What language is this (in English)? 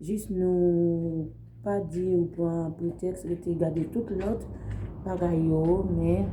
Haitian Creole